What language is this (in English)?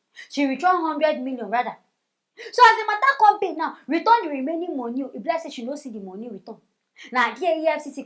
Nigerian Pidgin